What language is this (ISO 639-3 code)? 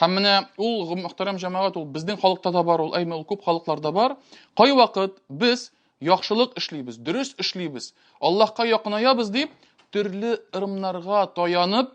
tat